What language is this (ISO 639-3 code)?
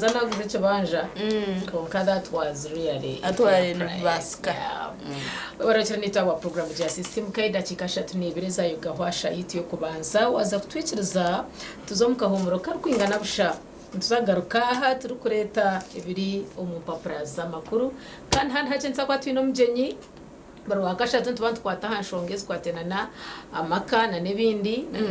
nyn